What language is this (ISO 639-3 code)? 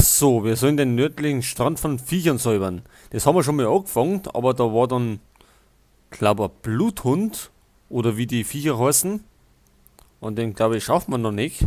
bar